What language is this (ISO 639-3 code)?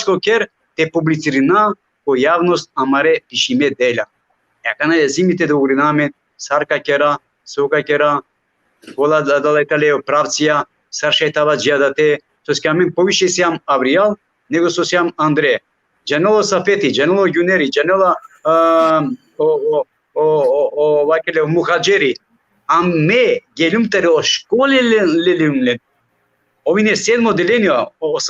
rmn